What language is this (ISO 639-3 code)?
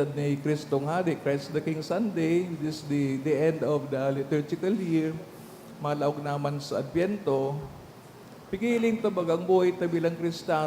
bik